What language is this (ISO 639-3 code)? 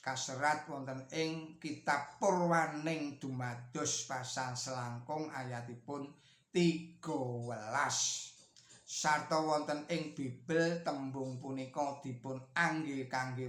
jav